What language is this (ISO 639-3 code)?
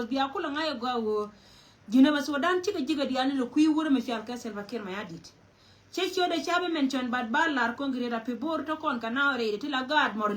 nus